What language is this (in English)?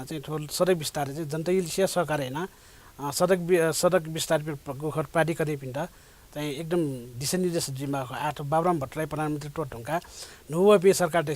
Newari